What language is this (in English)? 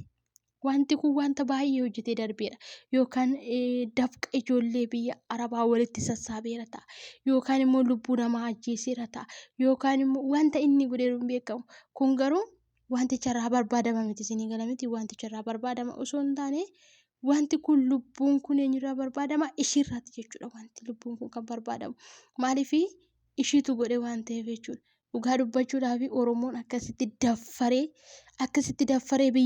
Oromo